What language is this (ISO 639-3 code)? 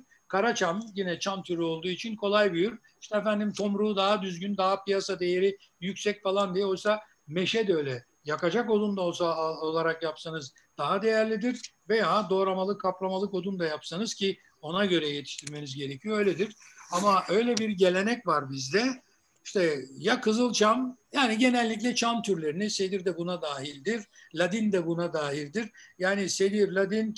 tur